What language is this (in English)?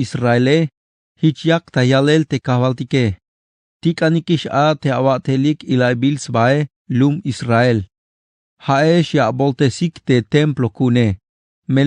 Tzeltal